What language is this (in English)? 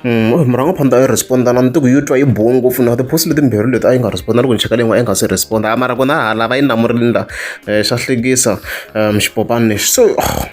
Tsonga